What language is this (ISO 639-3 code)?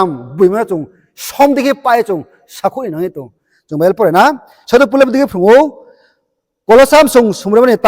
ria